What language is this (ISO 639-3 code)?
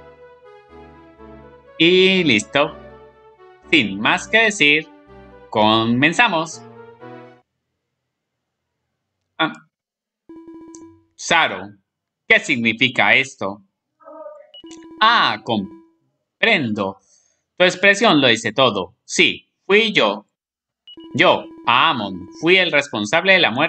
spa